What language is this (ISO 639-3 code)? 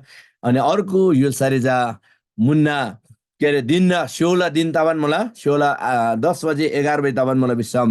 taj